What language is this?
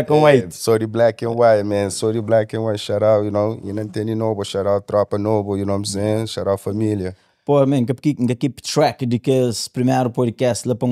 Kabuverdianu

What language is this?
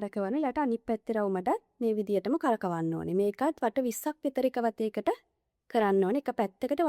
Sinhala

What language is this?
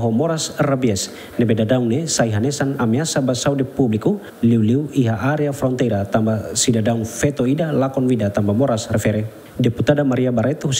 Tetum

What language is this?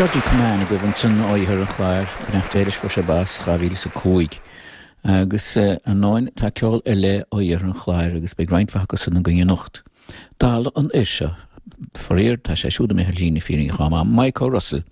Irish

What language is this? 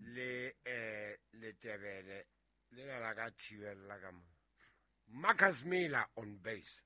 Southern Sotho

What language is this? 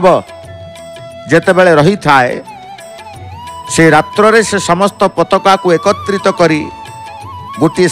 Odia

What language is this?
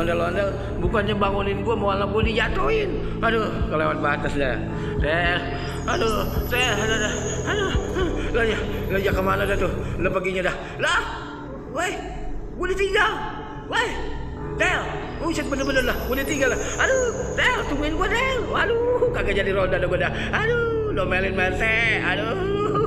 Betawi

